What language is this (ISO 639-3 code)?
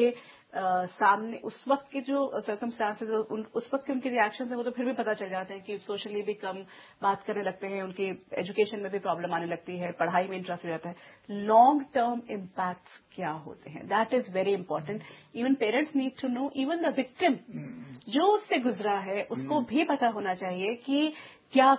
hin